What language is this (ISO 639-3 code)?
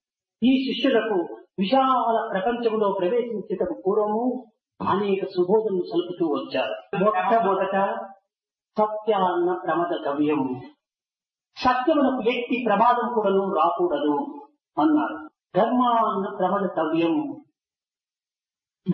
tel